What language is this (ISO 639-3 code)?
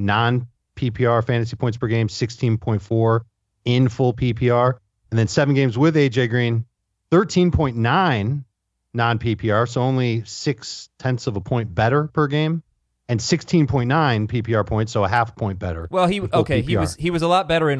eng